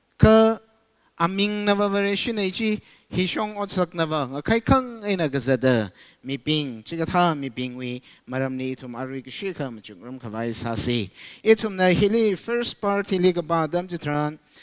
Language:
Tangkhul Naga (India)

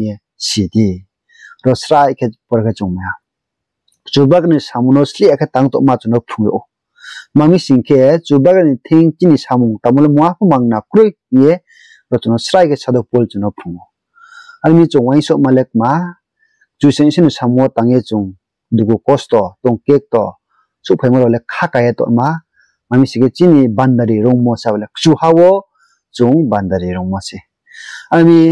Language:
Riang (India)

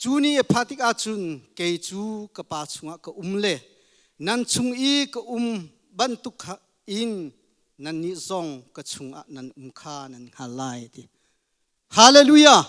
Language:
Hakha Chin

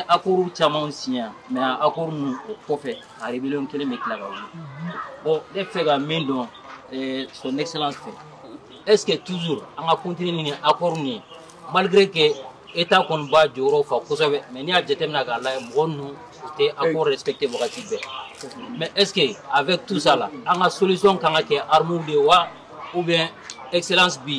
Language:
Bambara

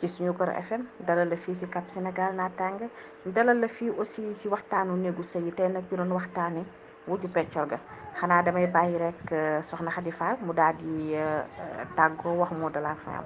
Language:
Wolof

